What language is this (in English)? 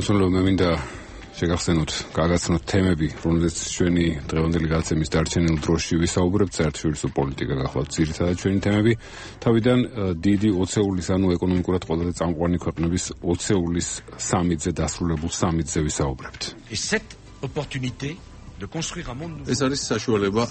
Georgian